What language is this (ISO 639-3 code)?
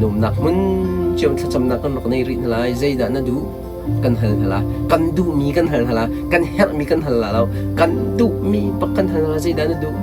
cnh